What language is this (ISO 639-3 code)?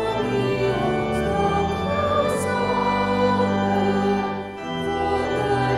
afr